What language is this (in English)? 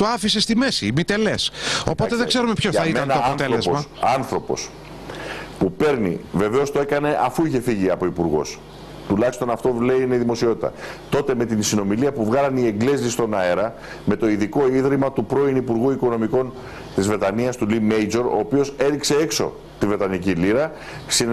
Greek